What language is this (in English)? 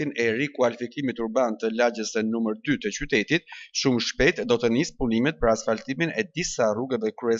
Albanian